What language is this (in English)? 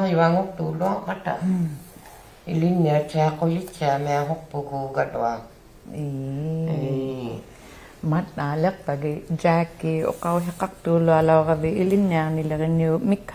Inuktitut